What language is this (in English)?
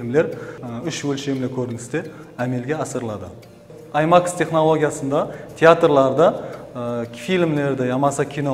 Kara-Kalpak